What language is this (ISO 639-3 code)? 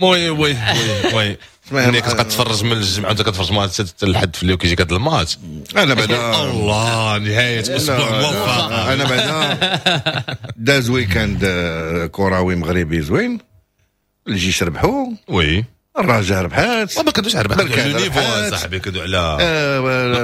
ary